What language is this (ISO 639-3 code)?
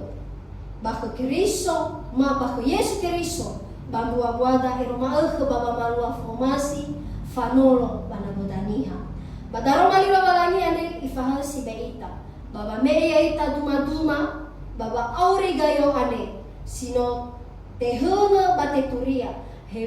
nia